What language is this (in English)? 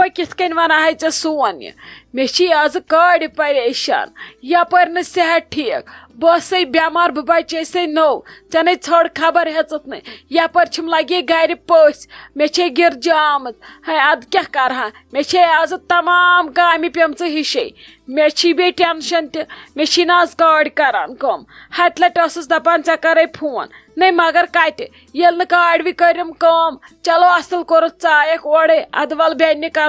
Kashmiri